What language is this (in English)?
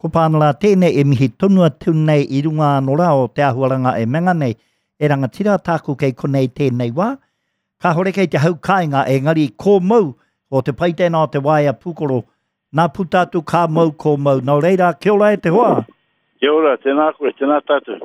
Māori